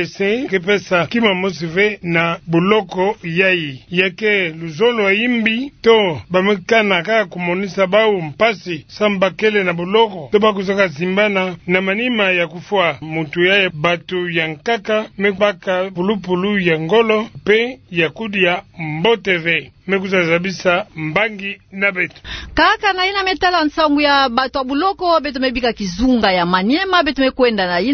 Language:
Kituba (Democratic Republic of Congo)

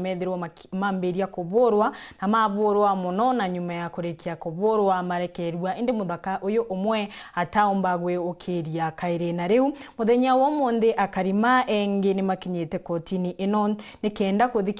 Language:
Meru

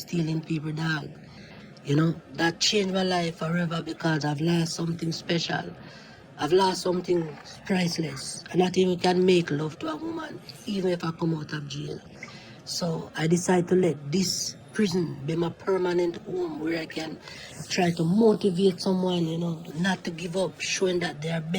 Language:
Jamaican Creole English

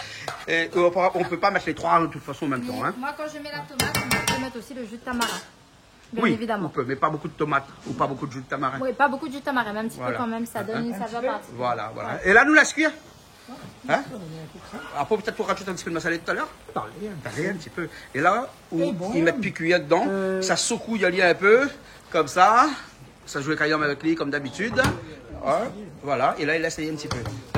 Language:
Réunion Creole French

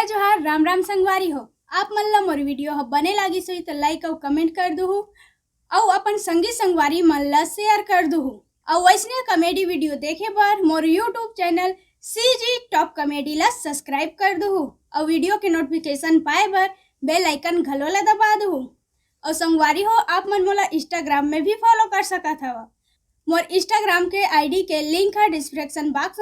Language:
Chhattisgarhi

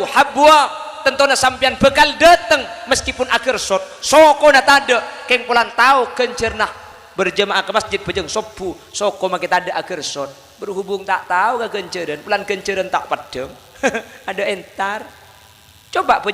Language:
Madurese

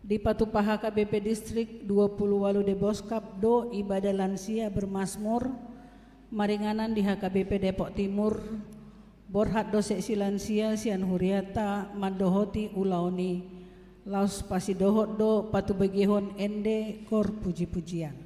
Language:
Batak Toba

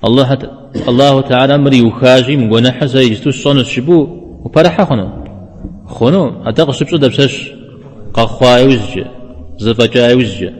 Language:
Kabardian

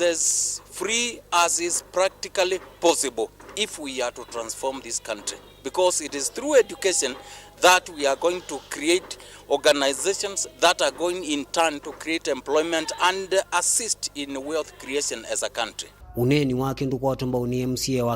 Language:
Kamba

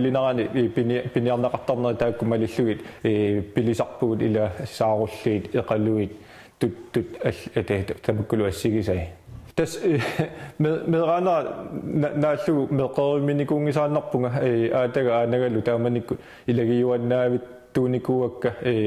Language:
Kalaallisut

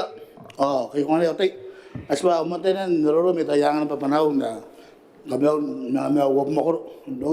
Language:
Gilbertese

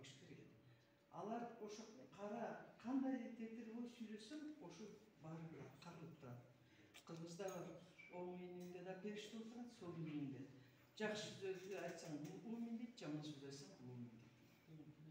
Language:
Kyrgyz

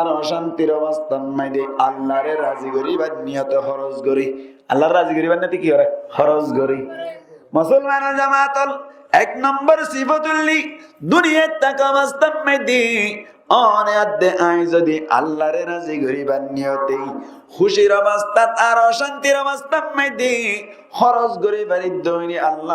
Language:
Rohingya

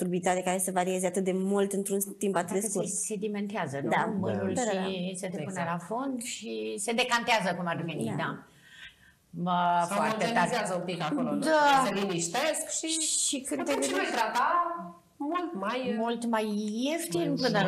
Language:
Romanian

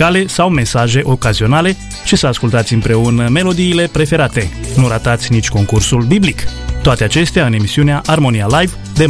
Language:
Romanian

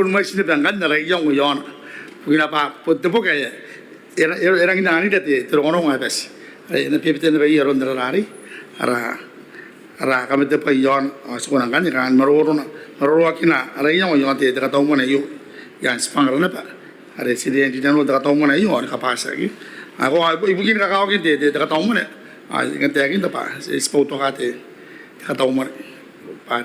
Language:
Gilbertese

